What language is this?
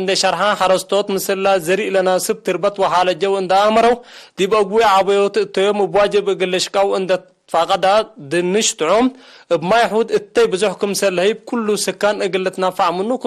Tigre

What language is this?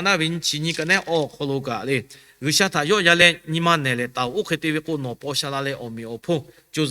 Lahu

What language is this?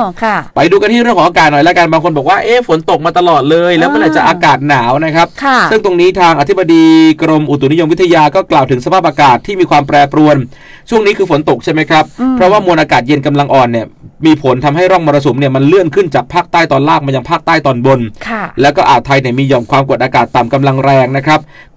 Thai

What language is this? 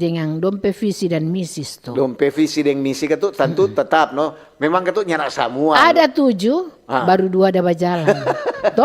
Manado Malay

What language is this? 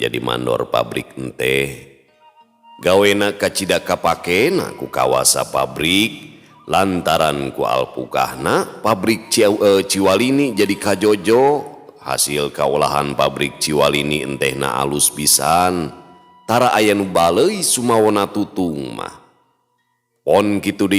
Sundanese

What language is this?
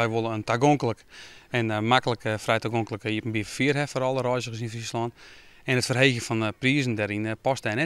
Western Frisian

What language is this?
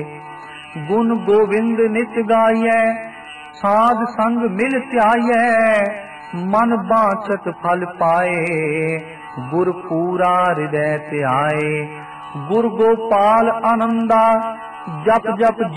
Punjabi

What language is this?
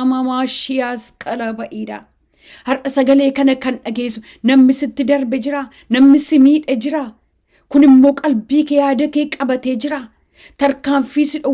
Oromo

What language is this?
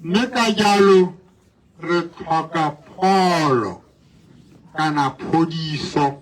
Tswana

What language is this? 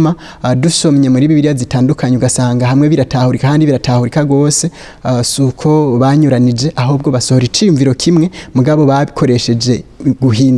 Rundi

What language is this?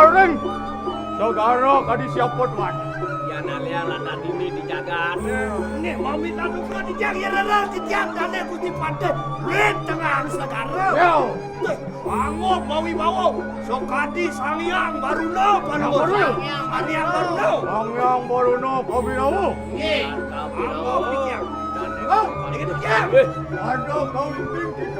Balinese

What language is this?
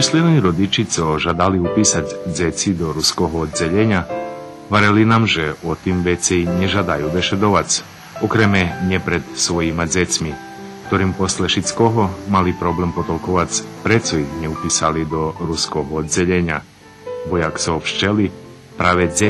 Rusyn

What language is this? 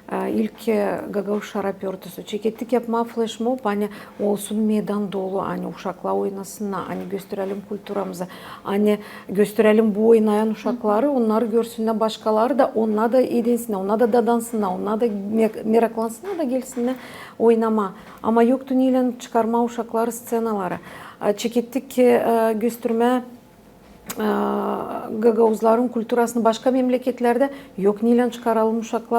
Gagauz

